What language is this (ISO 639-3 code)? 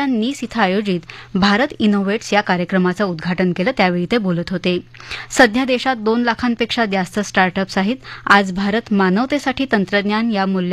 mar